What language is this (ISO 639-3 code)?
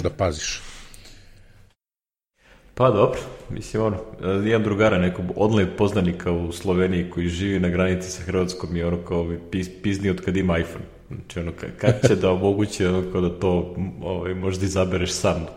srp